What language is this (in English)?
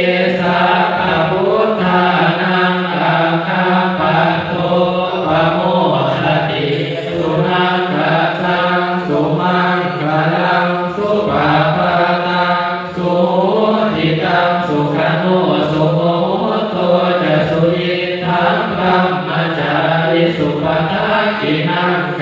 Pali